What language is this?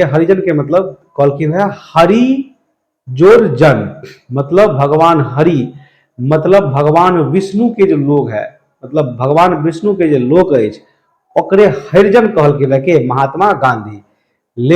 Maithili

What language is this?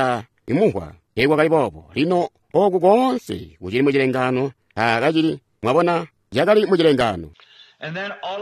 Tonga (Zambia)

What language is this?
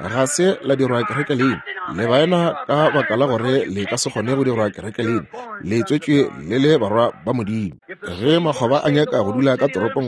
Northern Sotho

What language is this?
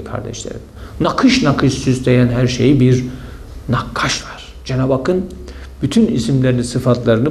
Turkish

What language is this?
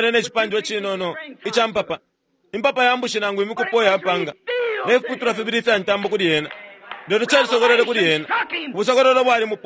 Bemba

